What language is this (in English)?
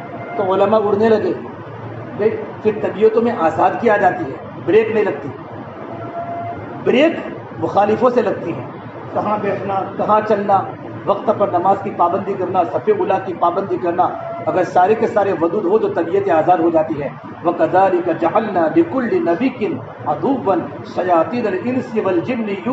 Urdu